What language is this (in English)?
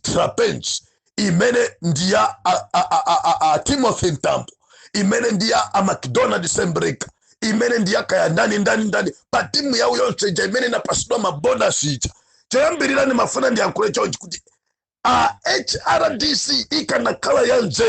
Nyanja